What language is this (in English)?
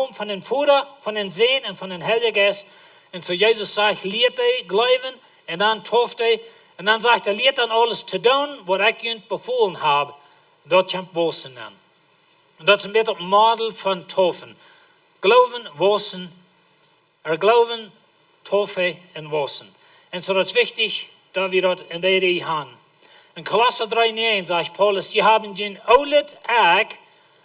Plautdietsch